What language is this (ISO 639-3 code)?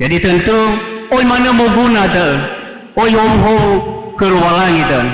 nia